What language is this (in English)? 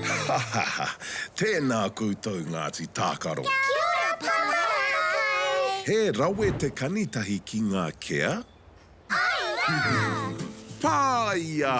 Māori